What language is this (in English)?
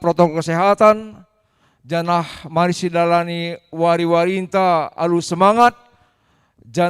Batak Karo